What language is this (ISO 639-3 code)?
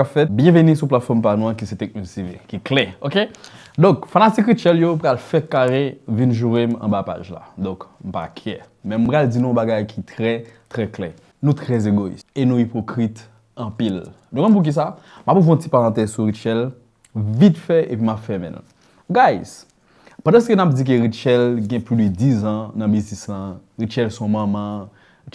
hat